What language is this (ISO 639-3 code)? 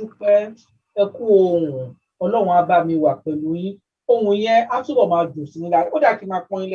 yor